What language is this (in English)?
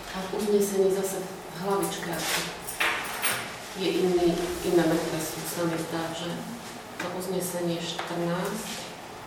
Slovak